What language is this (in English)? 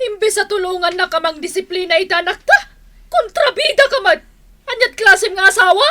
Iloko